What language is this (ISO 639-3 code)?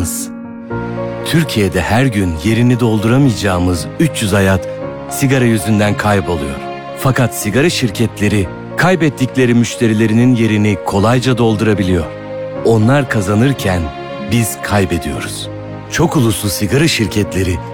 tur